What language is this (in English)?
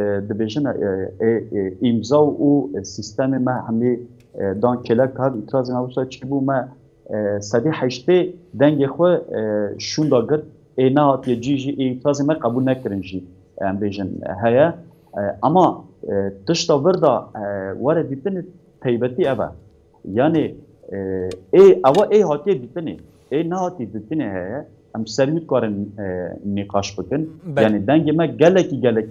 Kurdish